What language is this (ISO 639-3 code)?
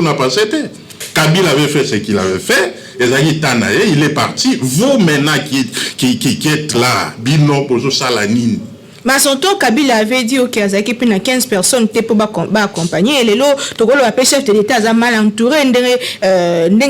lin